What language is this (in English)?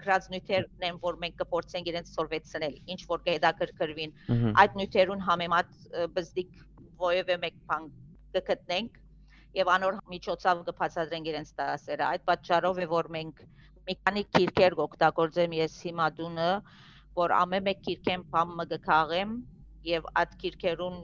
Western Armenian